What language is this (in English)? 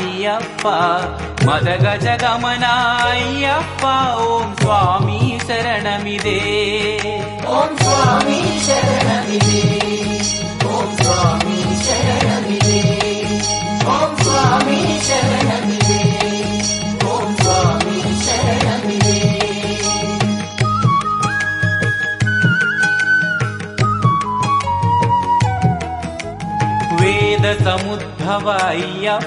Telugu